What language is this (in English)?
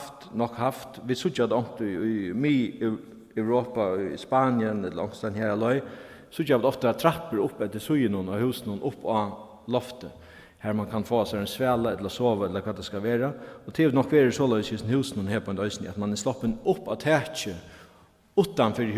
Faroese